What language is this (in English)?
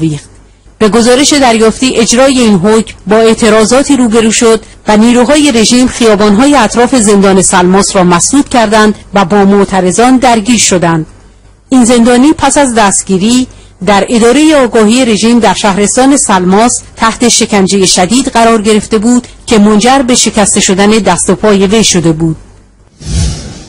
Persian